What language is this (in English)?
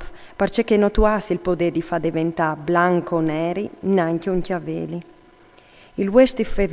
Friulian